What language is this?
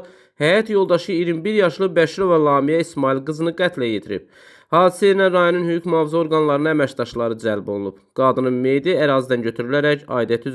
Azerbaijani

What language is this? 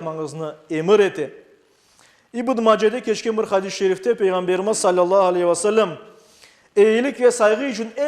Crimean Tatar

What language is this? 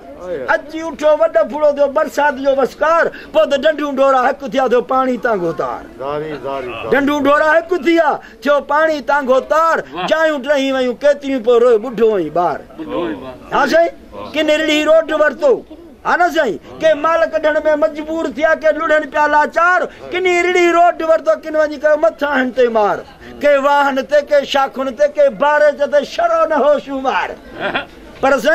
Sindhi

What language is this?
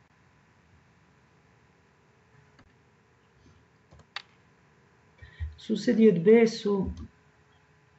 Serbian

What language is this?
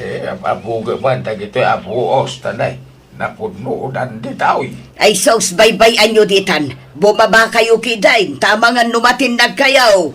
Iloko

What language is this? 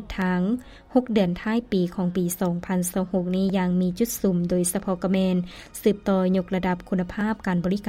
Lao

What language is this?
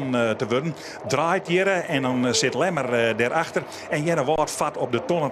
Western Frisian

